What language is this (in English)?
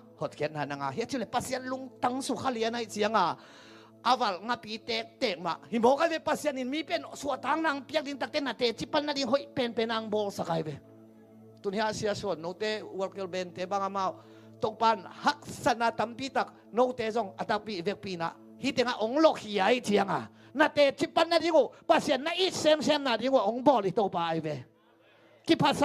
Tedim Chin